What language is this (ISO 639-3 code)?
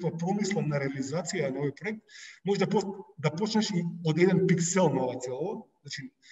mkd